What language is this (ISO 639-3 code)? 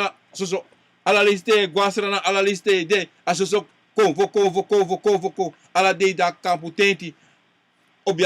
srn